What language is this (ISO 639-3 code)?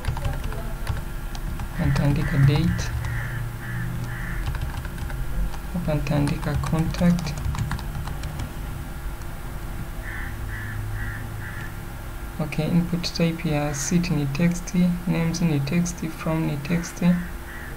swa